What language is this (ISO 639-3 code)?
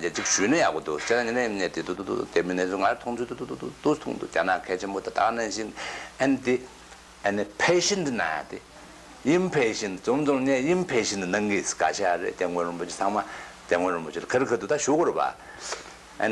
bod